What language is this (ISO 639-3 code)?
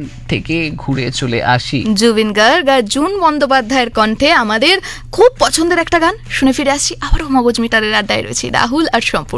ben